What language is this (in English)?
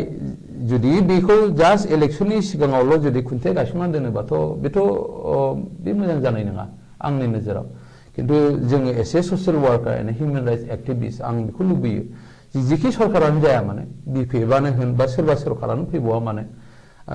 Bodo